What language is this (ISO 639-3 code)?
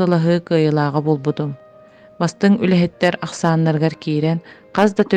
sah